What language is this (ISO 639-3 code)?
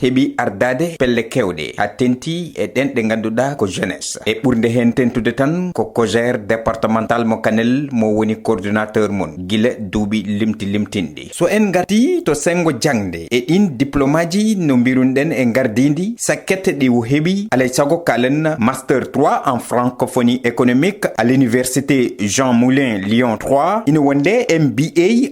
ful